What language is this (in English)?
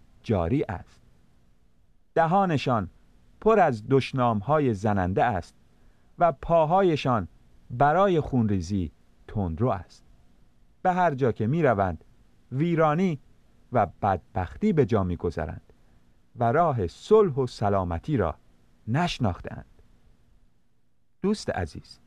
Persian